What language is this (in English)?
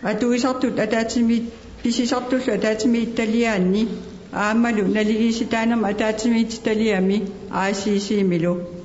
Kalaallisut